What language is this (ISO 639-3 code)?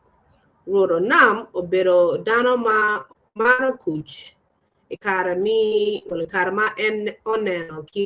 ach